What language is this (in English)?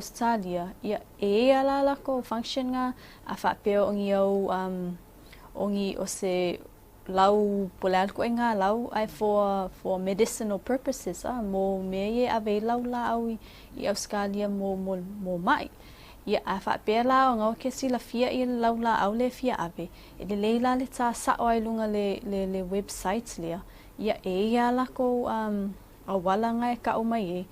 Samoan